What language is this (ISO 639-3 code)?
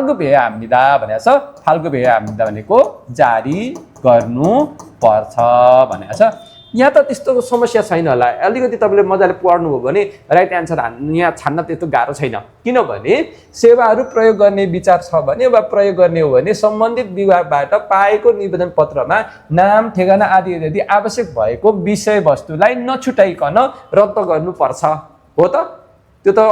nep